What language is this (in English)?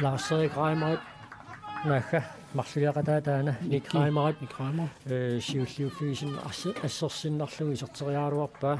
Kalaallisut